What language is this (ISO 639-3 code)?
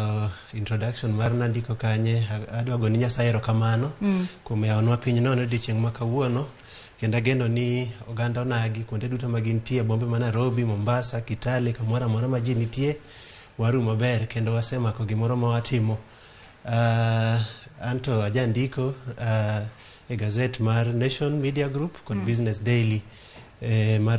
luo